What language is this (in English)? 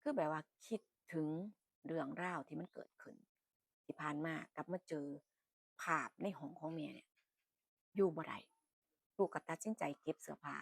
Northeastern Thai